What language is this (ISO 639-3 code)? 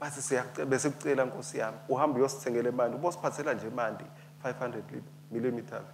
ssw